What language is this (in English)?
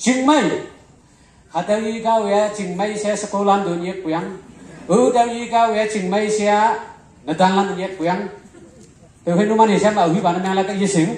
Konyak Naga